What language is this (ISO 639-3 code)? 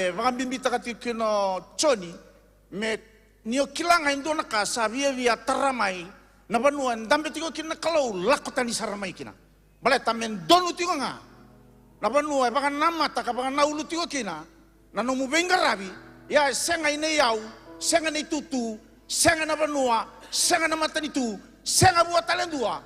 fij